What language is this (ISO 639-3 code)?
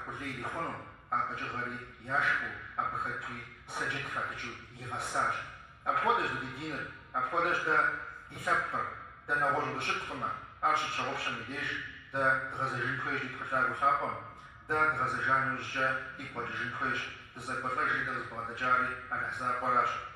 kbd